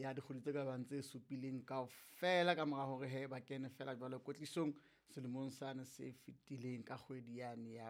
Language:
Southern Sotho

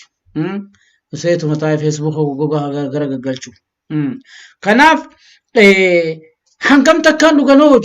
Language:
Oromo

